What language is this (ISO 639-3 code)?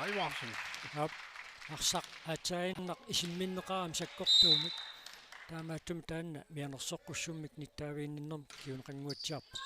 kal